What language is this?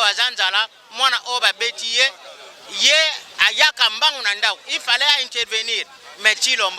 Lingala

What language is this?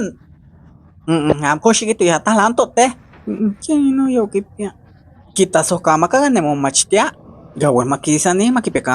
Isthmus-Mecayapan Nahuatl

